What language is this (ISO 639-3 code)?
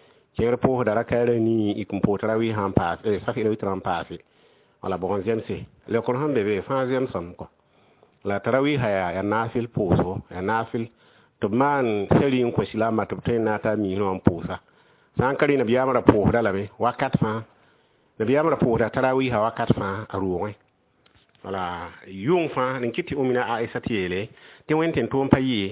mos